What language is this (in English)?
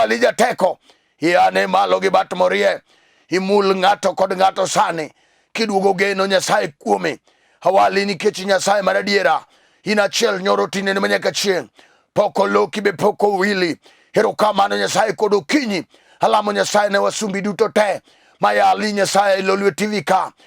Luo (Kenya and Tanzania)